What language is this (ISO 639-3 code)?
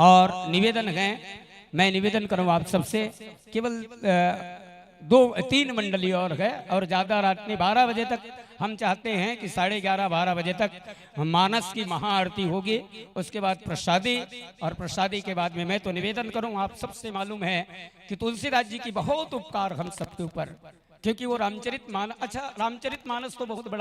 hne